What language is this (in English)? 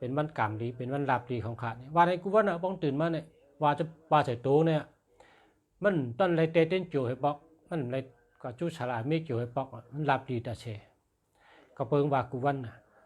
Shan